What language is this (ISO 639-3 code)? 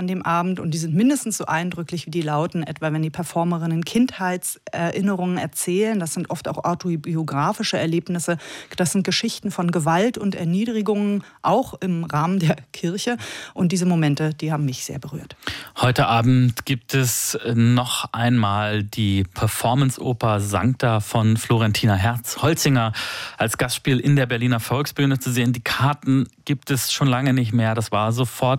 deu